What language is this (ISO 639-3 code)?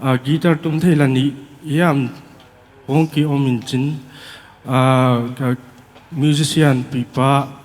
pck